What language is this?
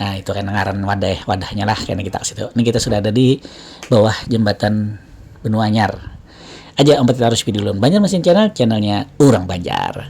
Banjar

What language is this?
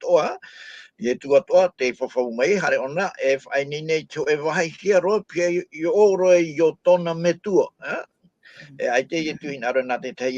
Tahitian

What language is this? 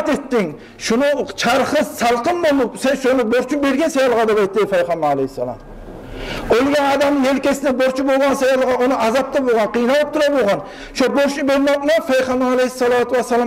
Kumyk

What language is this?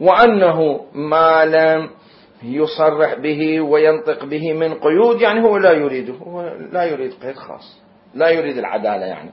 Mesopotamian Arabic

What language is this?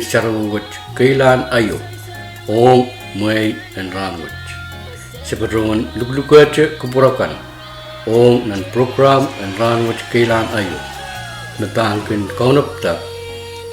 Pohnpeian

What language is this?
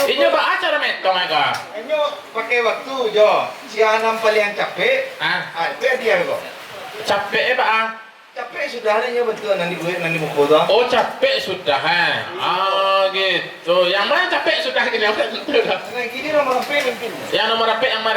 Minangkabau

